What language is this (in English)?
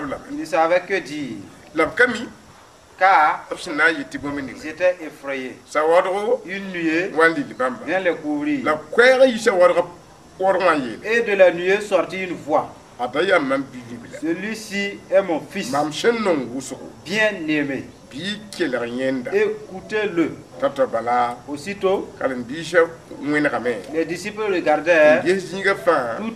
Mossi